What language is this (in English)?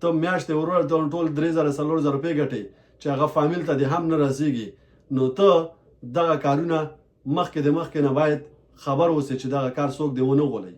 Pashto